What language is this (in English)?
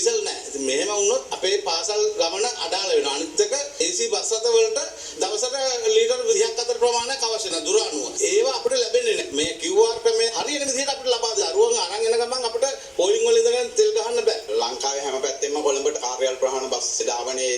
Sinhala